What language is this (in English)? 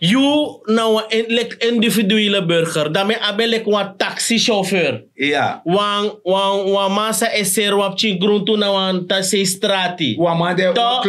Sranan Tongo